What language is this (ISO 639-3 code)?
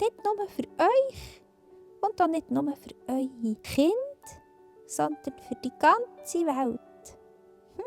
gsw